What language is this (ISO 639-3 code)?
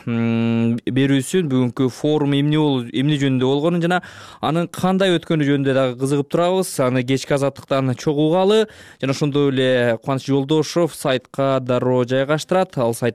kir